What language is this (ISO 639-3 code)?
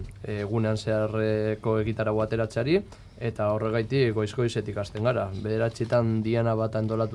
eus